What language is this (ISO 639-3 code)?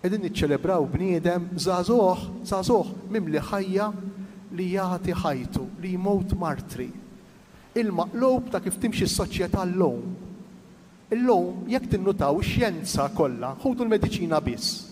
mlt